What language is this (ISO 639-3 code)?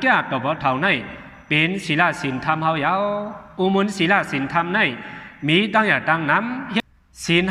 shn